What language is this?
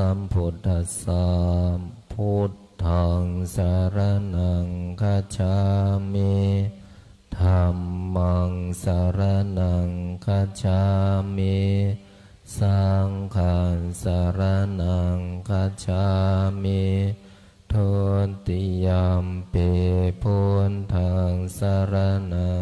Pali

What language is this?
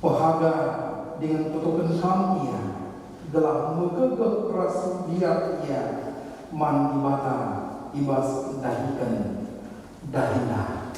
Batak Karo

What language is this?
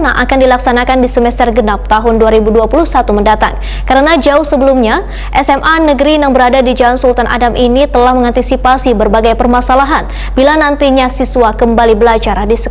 Banjar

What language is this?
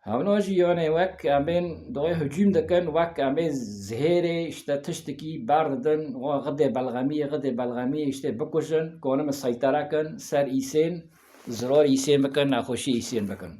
Kurdish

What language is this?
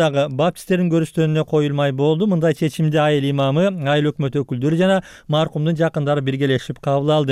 Kyrgyz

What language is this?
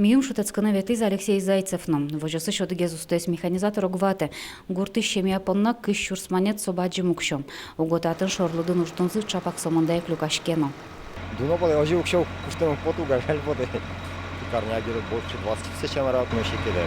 Udmurt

